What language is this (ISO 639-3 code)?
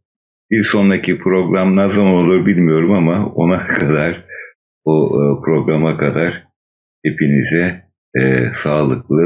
tur